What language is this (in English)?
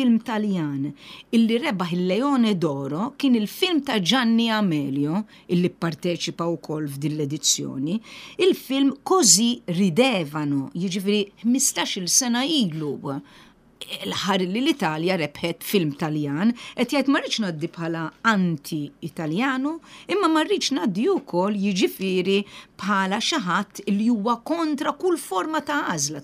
Maltese